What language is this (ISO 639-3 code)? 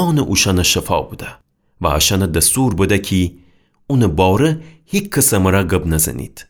glk